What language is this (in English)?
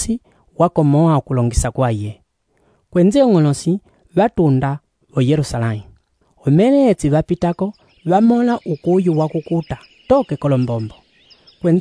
Umbundu